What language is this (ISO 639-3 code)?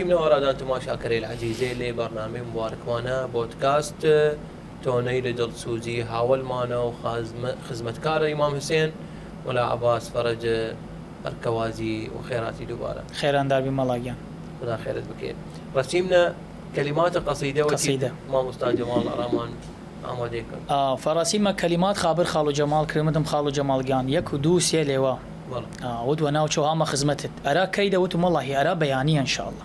sdh